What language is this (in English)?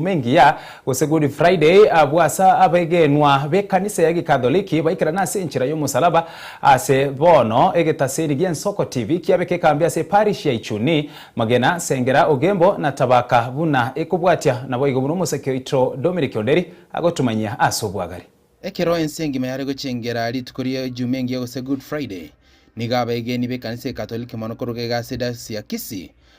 Gusii